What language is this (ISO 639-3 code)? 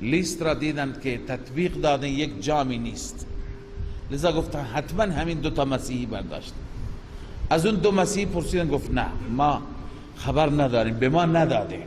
fas